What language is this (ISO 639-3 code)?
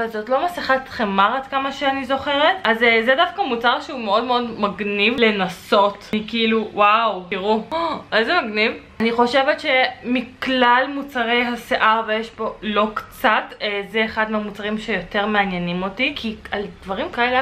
heb